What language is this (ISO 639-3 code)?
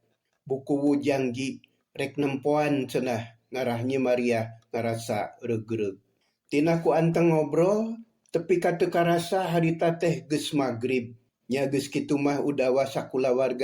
sun